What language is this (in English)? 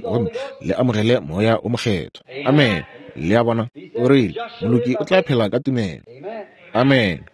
Northern Sotho